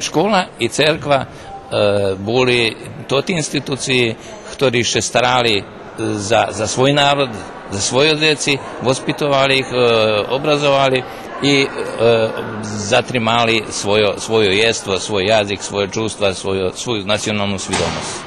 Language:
Rusyn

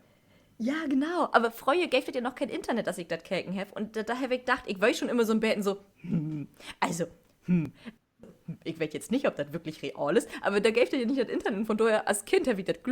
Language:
Low German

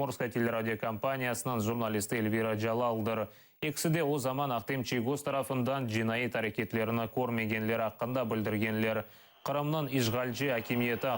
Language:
Crimean Tatar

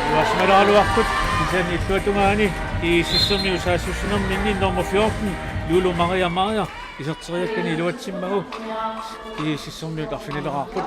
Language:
Kalaallisut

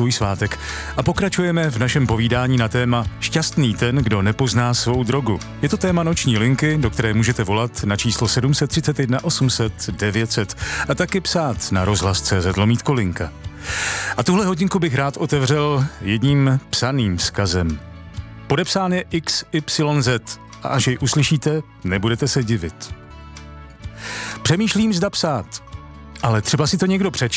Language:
Czech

